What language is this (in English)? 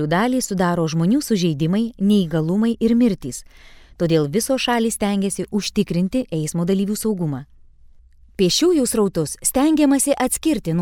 Lithuanian